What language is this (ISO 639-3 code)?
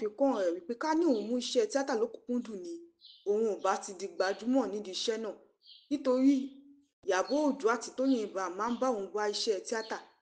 yor